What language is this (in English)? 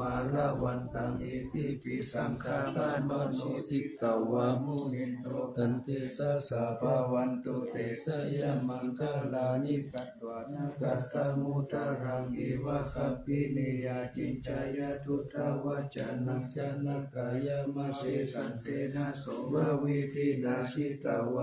Pali